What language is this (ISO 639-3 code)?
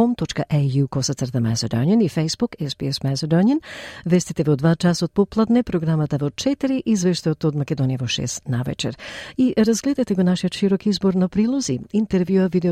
mkd